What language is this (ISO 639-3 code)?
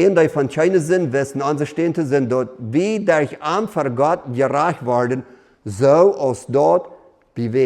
pdt